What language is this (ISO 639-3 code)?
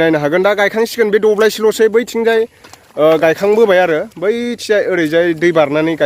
brx